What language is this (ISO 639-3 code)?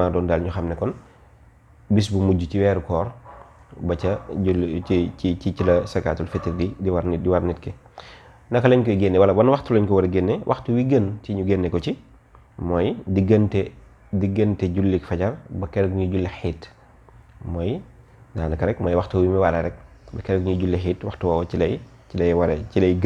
wol